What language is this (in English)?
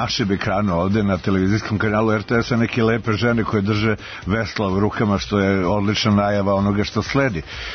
Serbian